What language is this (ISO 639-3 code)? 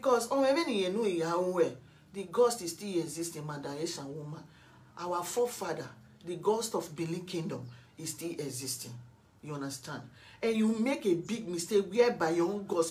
pcm